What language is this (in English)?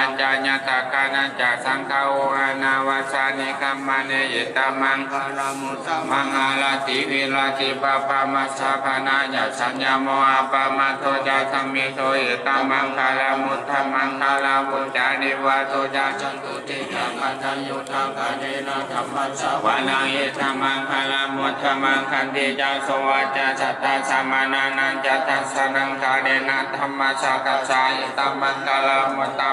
Pali